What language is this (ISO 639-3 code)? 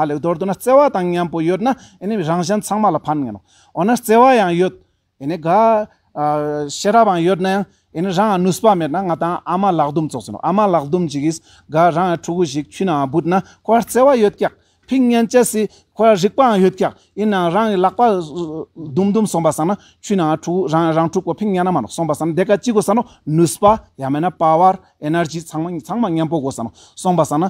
lbj